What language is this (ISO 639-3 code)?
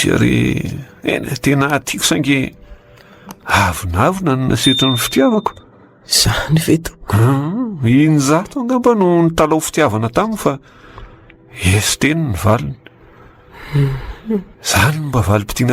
mlg